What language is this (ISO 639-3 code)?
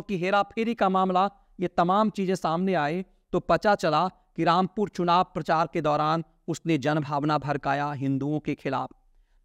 hin